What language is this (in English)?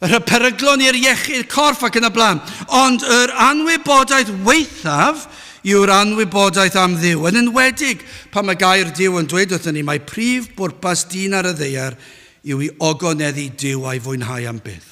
Welsh